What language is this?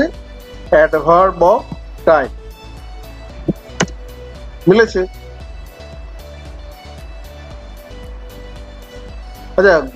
Bangla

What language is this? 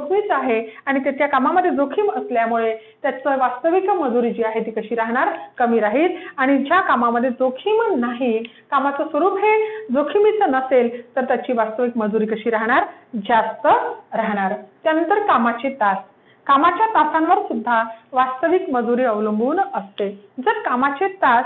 Marathi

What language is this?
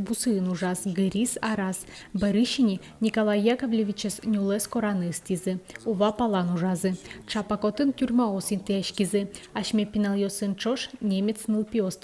Udmurt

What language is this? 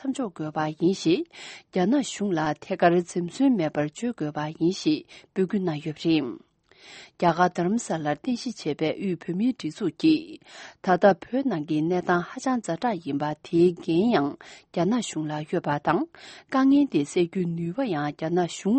Tibetan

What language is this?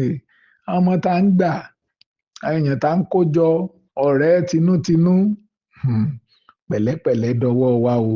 Yoruba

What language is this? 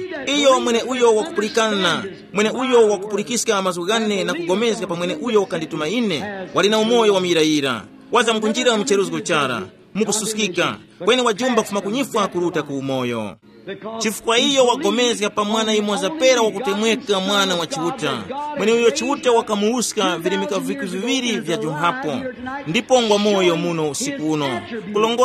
Tumbuka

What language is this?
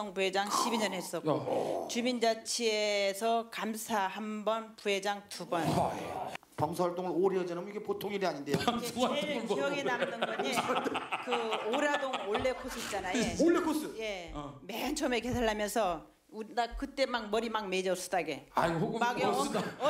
Korean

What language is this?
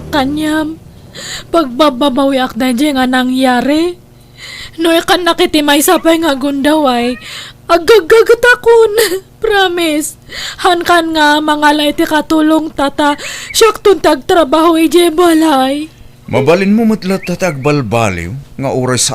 Iloko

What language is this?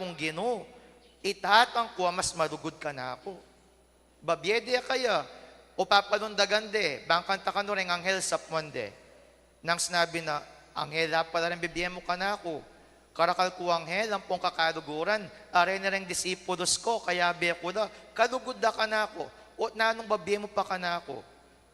Pampanga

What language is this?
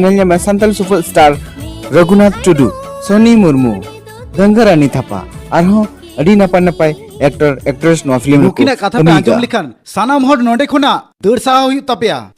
Santali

